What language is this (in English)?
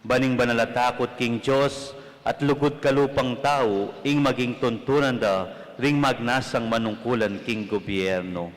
Pampanga